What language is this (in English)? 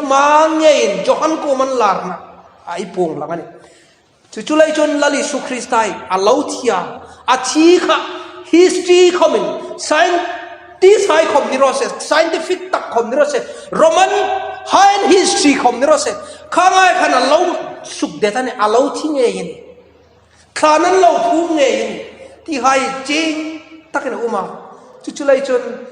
Hmar